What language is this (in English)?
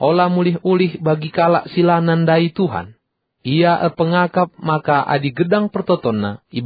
Batak Karo